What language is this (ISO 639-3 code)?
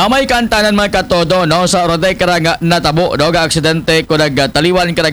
akl